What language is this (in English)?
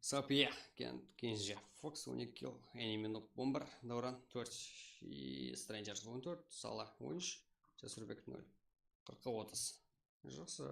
Kara-Kalpak